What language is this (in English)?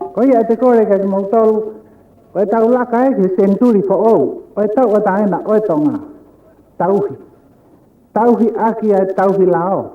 Tongan